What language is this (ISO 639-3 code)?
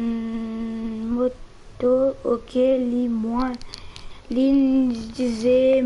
mfe